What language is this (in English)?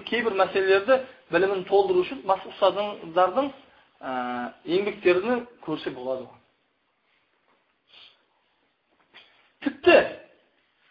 Kazakh